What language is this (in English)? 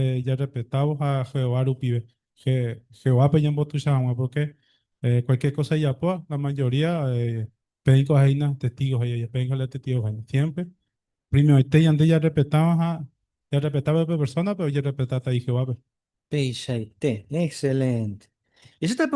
Guarani